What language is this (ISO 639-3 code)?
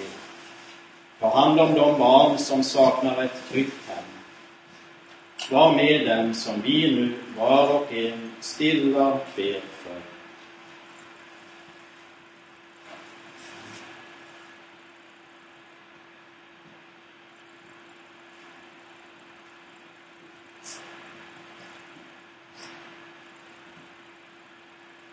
swe